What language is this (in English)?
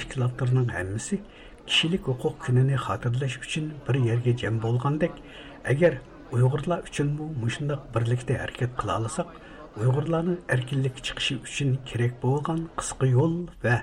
Uyghur